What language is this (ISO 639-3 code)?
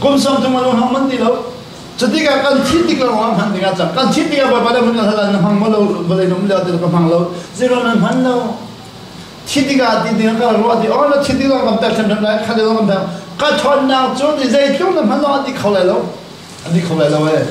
cnh